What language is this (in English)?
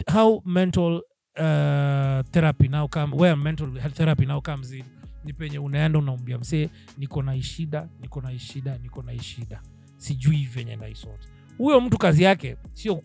Swahili